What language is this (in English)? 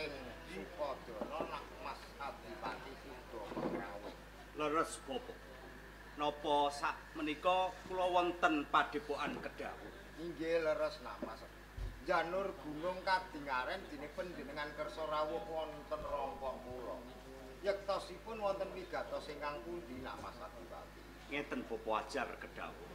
Javanese